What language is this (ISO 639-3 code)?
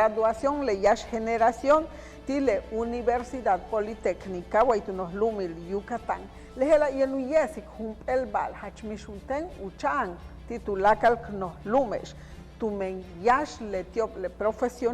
yua